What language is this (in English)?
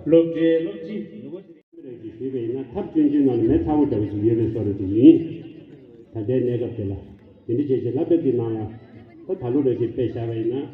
Tibetan